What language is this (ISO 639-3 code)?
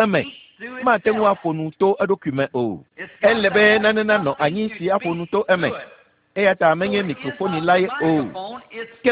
ewe